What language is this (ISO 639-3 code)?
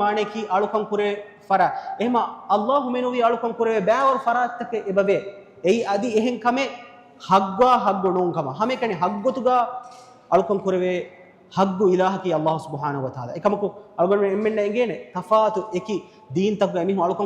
div